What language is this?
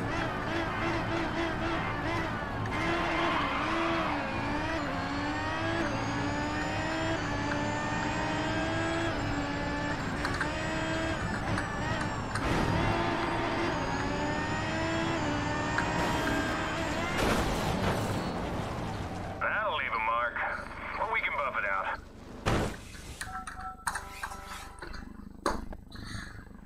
English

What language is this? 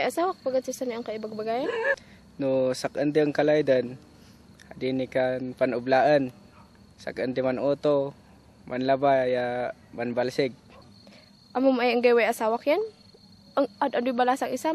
Kankanaey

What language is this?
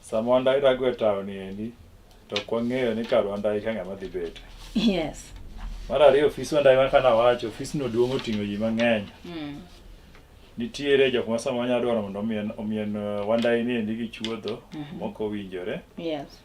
Luo (Kenya and Tanzania)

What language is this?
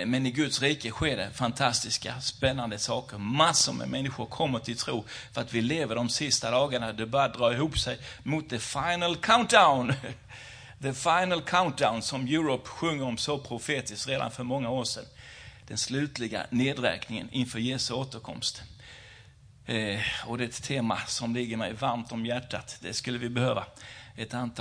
Swedish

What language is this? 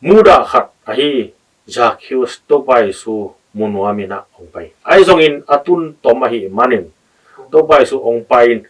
Tedim Chin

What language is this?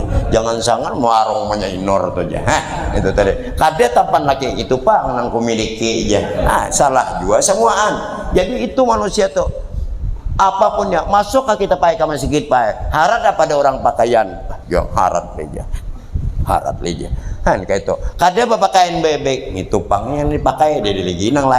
Banjar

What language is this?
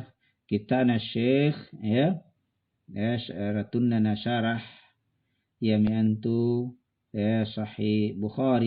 Makasar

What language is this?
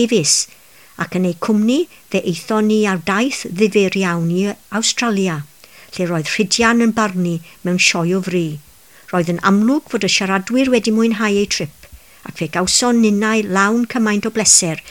Welsh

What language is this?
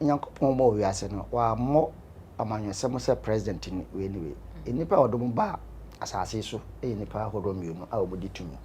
Akan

